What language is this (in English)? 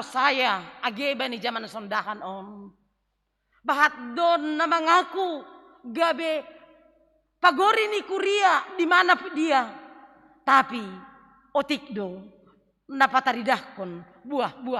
Batak Simalungun